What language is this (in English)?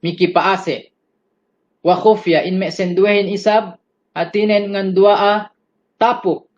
Yakan